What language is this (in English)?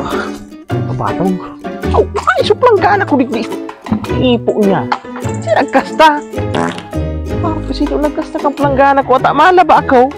Bikol